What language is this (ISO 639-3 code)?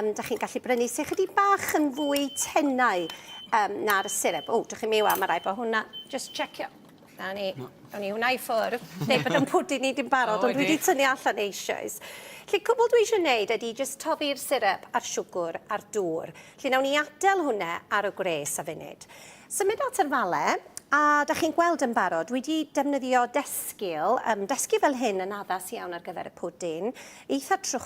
cym